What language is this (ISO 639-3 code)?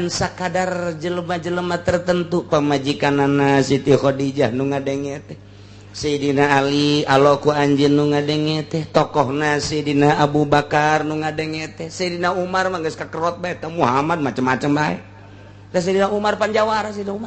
sun